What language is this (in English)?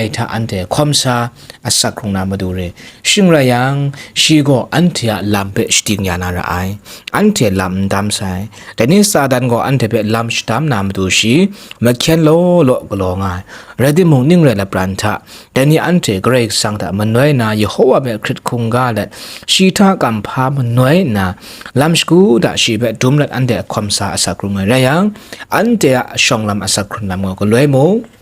Kachin